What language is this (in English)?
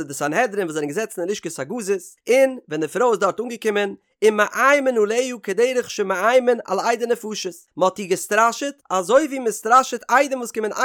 Yiddish